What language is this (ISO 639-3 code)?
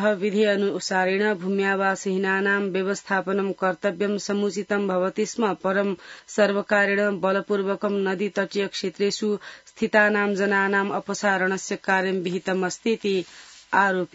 san